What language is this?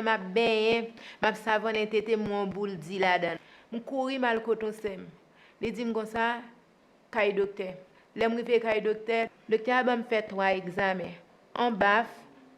Haitian Creole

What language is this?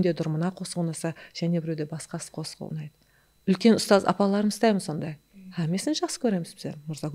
Kara-Kalpak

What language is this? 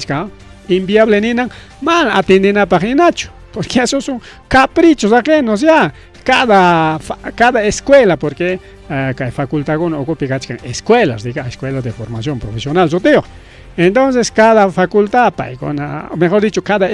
Ayacucho Quechua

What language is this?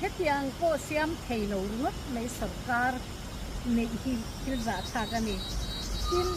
Mizo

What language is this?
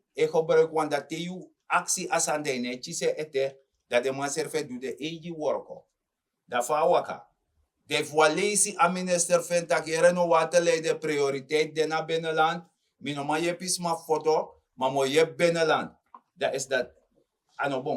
Sranan Tongo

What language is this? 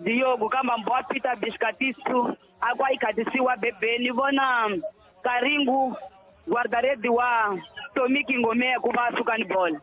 Tsonga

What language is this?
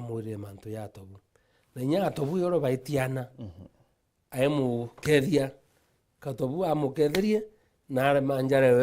Meru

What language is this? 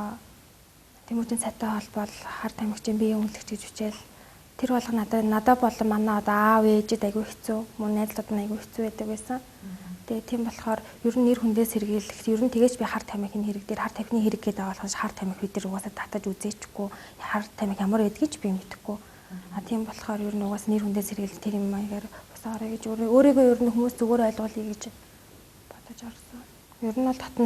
Mongolian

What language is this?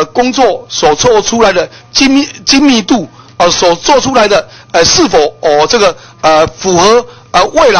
Chinese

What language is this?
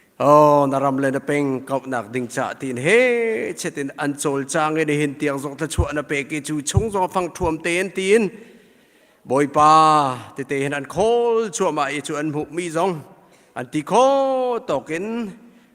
Hakha Chin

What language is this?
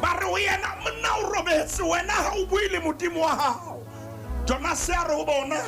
Southern Sotho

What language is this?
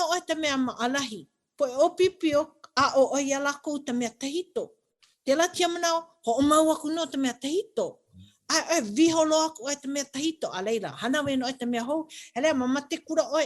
Hawaiian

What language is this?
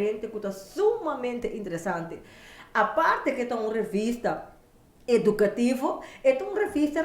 Papiamento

